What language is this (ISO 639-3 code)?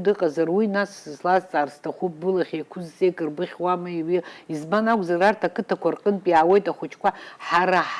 abk